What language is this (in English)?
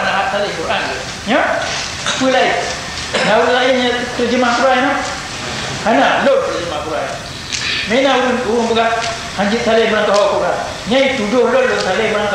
Achinese